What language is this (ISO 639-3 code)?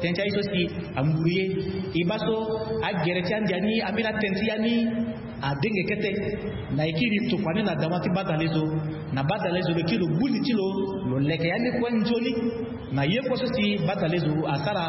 sag